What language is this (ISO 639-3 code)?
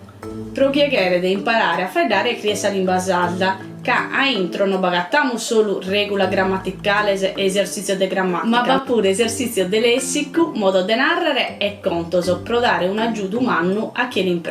srd